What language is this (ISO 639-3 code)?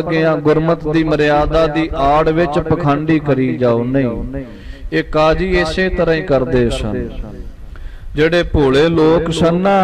pan